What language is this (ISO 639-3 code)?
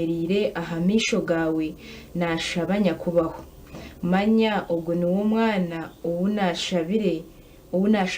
nyn